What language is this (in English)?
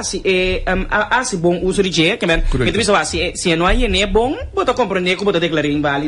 Papiamento